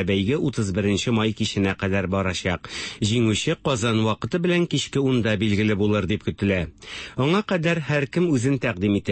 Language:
Tatar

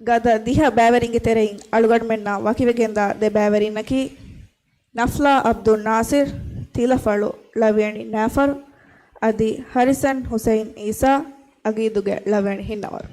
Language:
Divehi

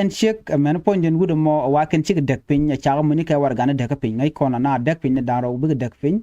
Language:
Nuer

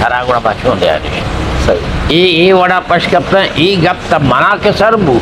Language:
Eastern Balochi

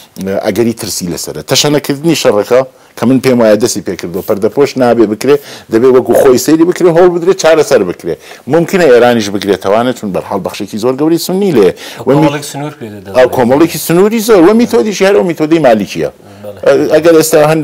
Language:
Central Kurdish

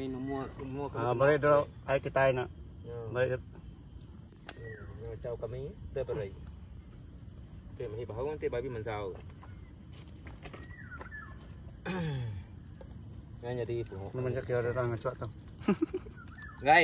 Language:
Malay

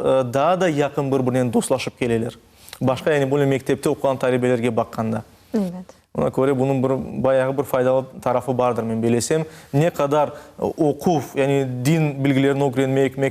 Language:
Crimean Tatar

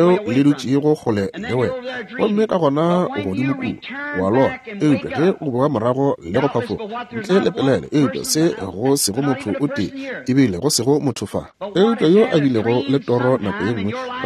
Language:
Northern Sotho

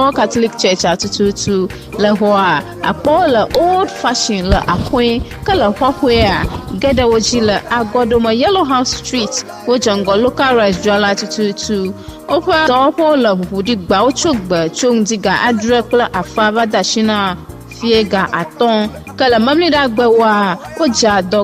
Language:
Ewe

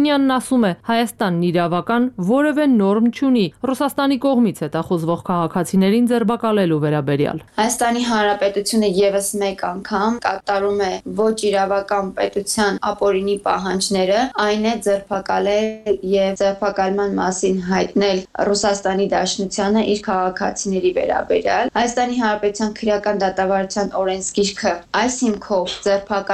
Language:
Armenian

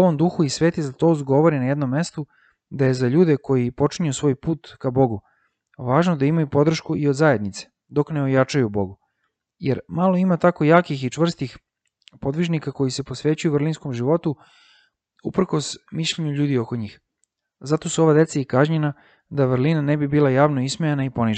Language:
Serbian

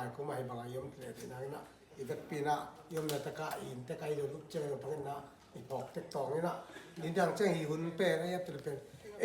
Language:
Tedim Chin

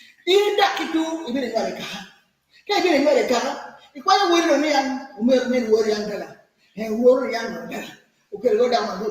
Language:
Acoli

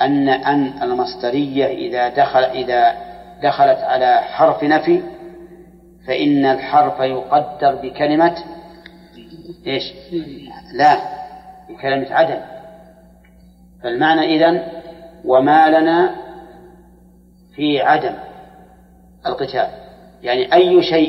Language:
Arabic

